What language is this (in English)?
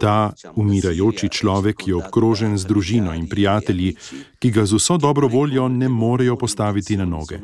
Slovenian